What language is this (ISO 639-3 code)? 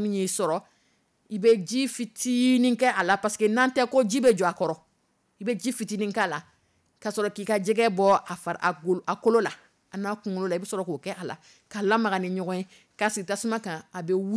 dyu